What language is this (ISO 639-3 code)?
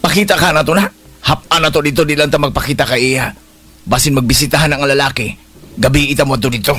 ceb